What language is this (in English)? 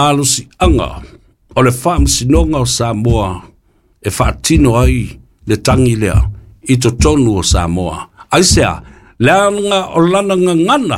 Samoan